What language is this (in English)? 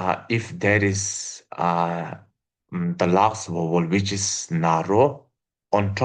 Tibetan